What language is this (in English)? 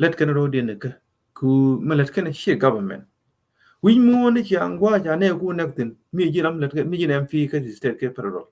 Nuer